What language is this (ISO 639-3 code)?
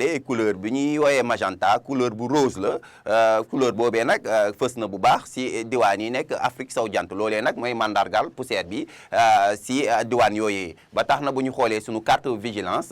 wol